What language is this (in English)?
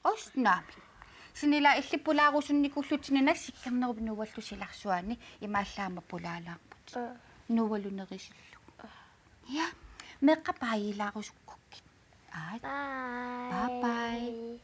Kalaallisut